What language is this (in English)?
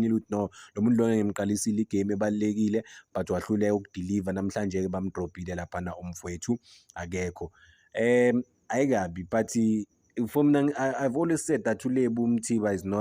Zulu